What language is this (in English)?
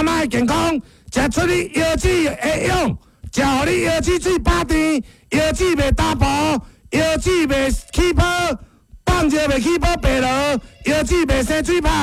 Min Nan Chinese